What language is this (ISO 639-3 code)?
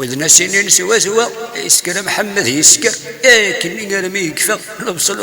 kab